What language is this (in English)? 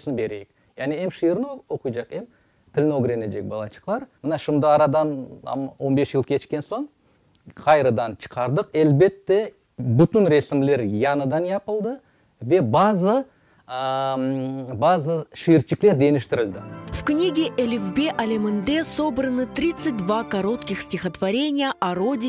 Crimean Tatar